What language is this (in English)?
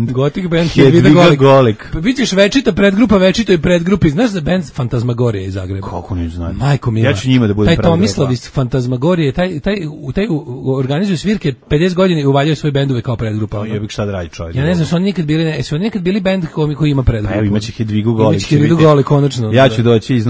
Serbian